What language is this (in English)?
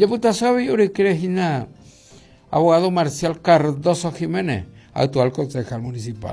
Guarani